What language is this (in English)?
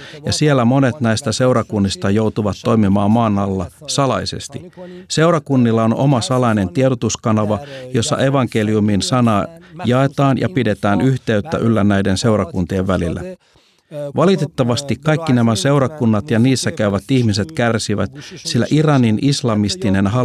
Finnish